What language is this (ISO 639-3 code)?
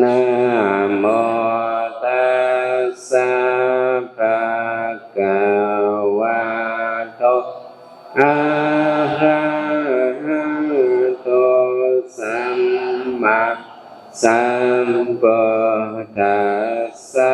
shn